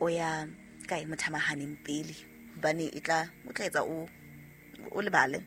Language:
Southern Sotho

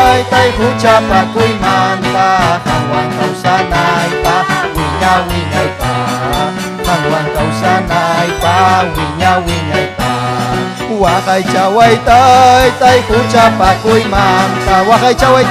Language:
Ayacucho Quechua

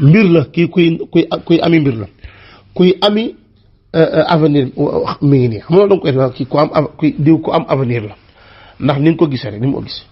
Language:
Wolof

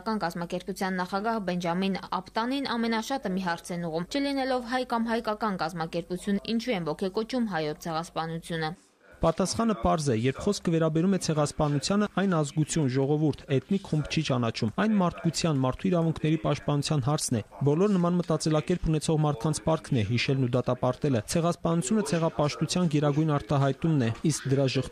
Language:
Armenian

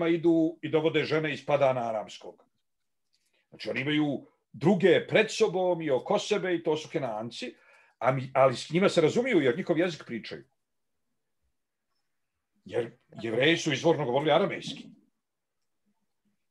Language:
Bosnian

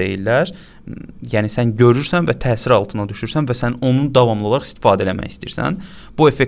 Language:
Azerbaijani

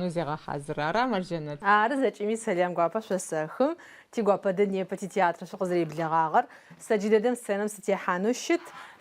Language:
Adyghe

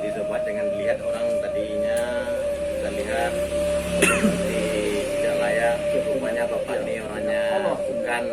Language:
Minangkabau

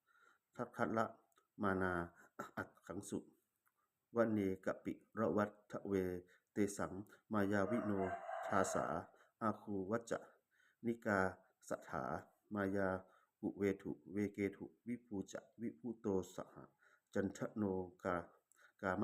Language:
Pali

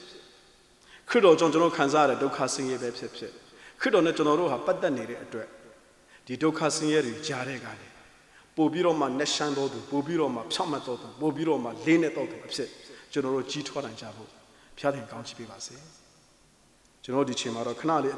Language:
Burmese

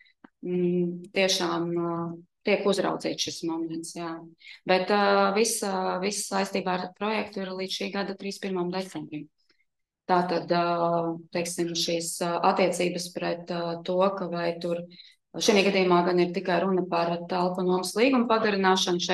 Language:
Latvian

